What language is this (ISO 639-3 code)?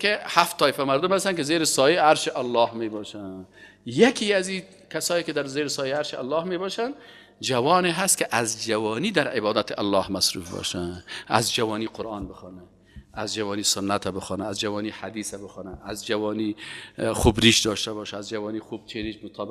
fas